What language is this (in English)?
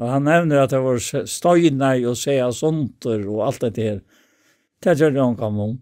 Faroese